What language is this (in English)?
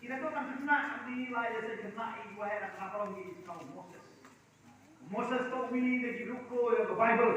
Khasi